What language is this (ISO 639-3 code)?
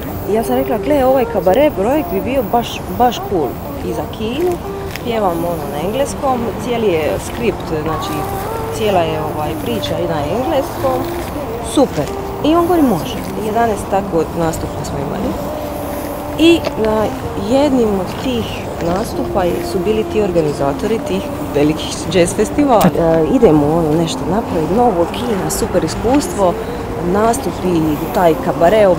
hrv